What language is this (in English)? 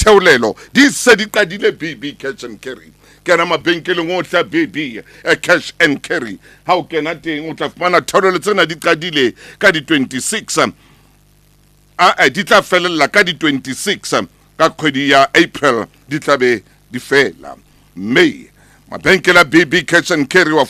Tswana